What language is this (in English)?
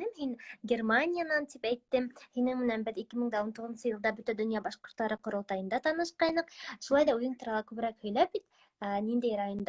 Bashkir